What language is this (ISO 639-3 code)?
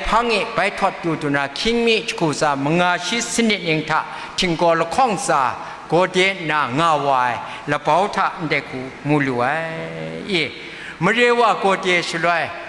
kac